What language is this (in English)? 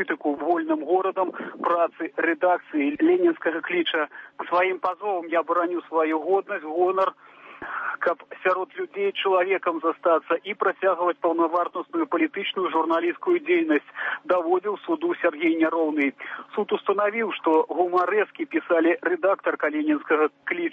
Belarusian